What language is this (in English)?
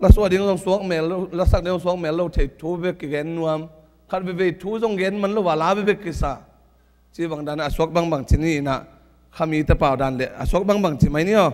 Tedim Chin